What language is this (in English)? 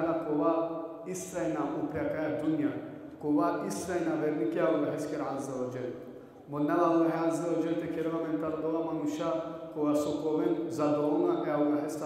Balkan Romani